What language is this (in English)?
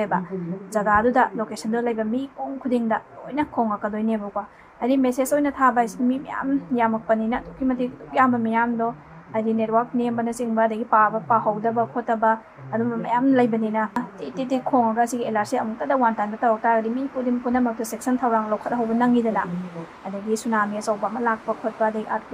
Manipuri